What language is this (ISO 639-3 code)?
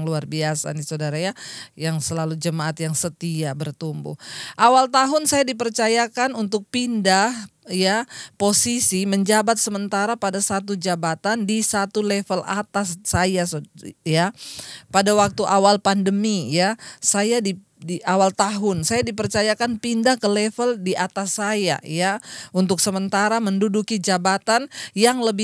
ind